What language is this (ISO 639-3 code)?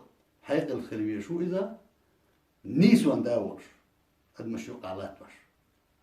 che